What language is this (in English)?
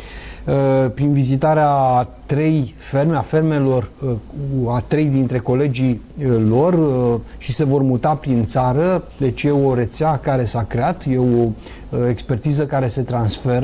Romanian